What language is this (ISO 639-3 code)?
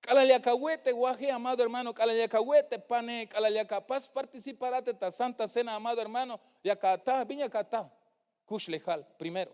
tzh